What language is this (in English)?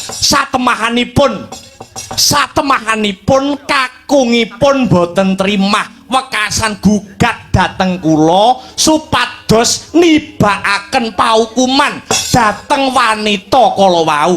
Javanese